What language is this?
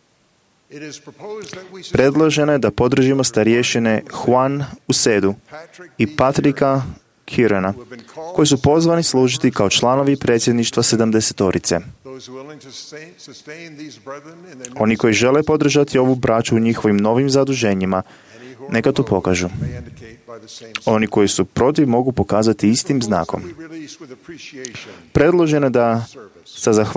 Croatian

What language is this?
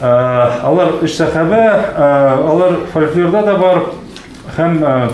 Tatar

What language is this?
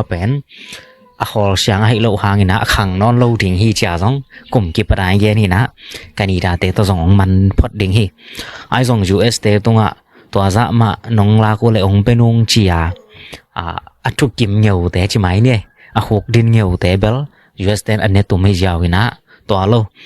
Tedim Chin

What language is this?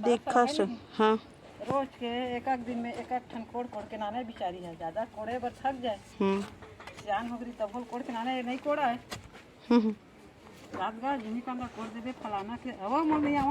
Chhattisgarhi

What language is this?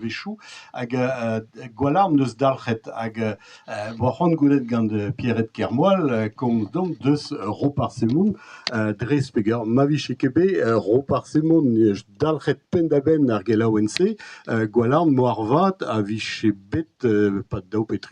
Breton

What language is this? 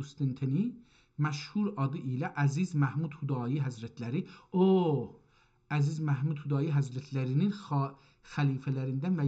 South Azerbaijani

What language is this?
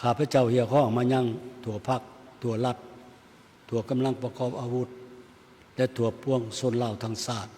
Lao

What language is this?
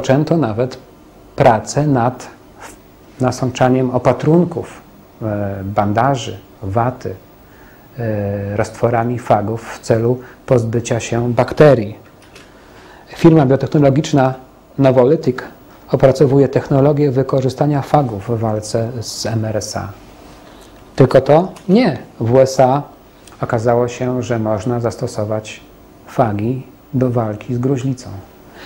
Polish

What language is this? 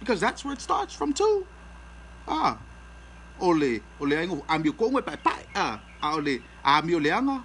Samoan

